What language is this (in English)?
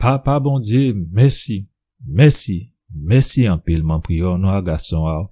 Guadeloupean Creole French